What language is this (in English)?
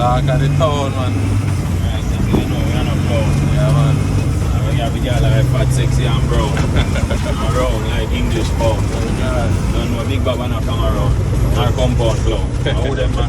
Jamaican Creole English